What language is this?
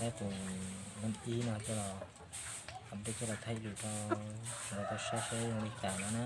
Hmong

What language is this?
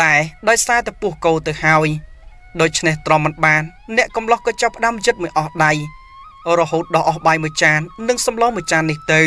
Khmer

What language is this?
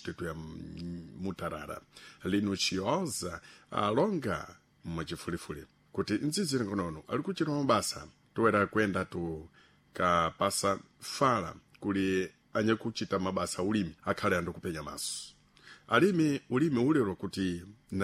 Sena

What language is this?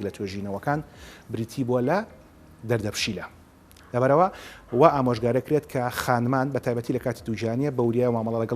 Central Kurdish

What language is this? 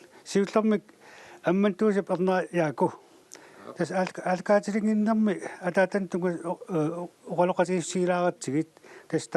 Kalaallisut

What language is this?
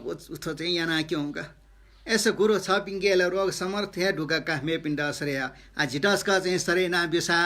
Newari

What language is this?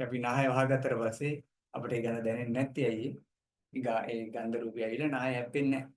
Sinhala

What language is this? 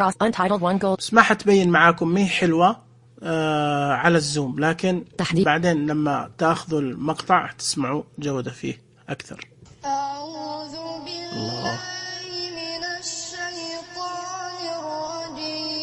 Najdi Arabic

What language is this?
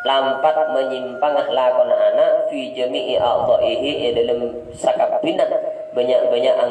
Madurese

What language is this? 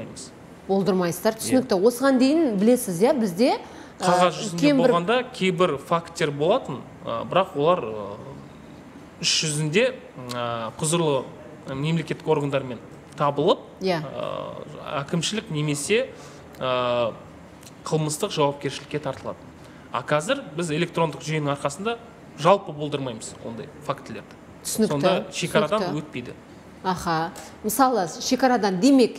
Kazakh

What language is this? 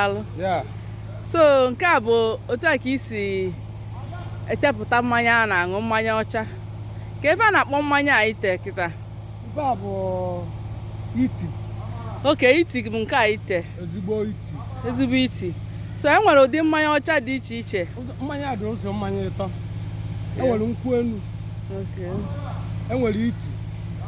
Igbo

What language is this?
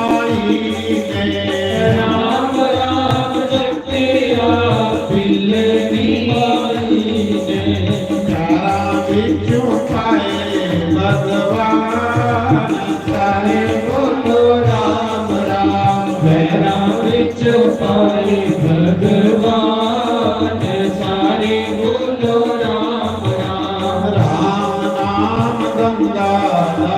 Dogri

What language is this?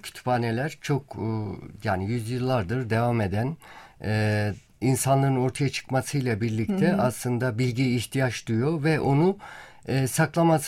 Turkish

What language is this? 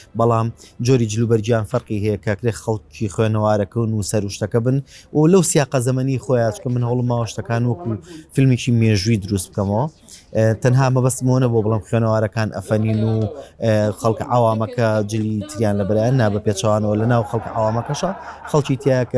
Central Kurdish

